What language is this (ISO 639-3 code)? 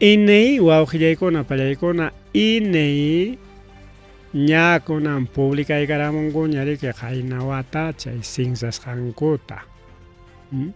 quy